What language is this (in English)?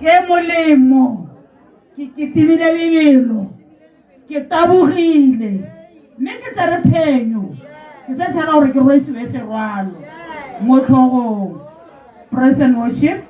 Tswana